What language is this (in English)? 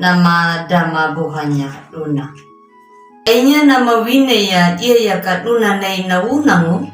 Anakalangu